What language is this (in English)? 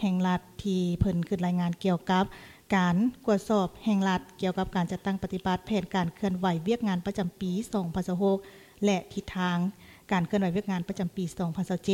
Lao